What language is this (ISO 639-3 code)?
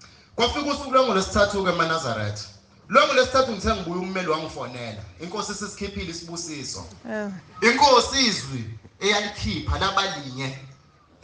zul